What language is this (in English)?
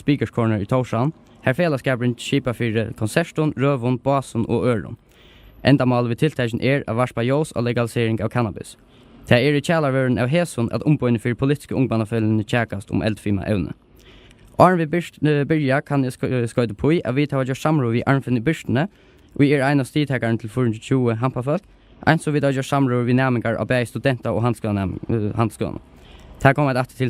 Faroese